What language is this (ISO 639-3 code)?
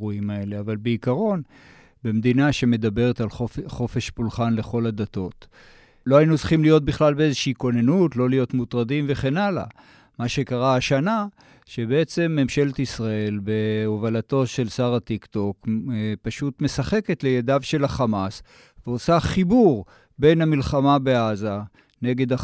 heb